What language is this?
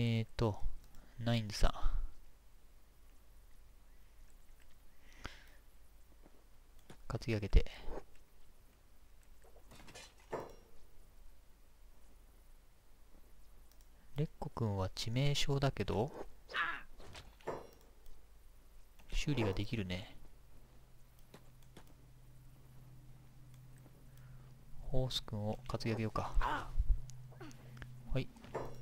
Japanese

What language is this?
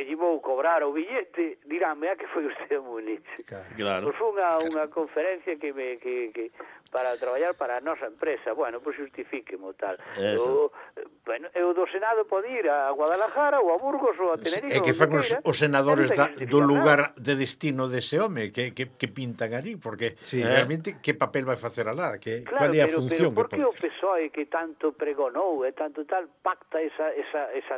Galician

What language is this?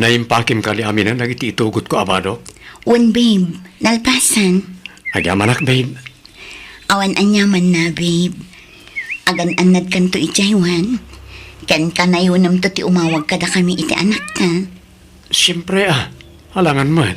Iloko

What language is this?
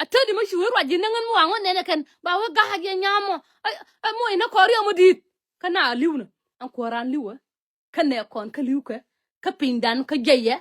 Nuer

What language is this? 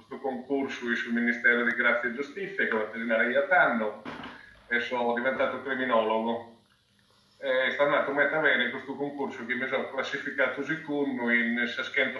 Sardinian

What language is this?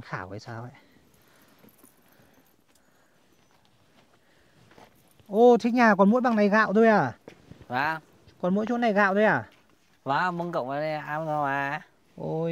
Vietnamese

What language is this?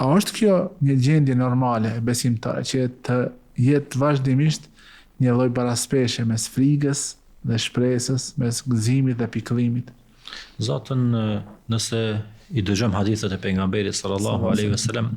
Albanian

